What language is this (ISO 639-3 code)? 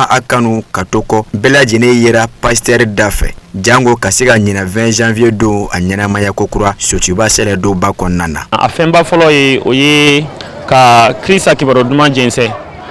bam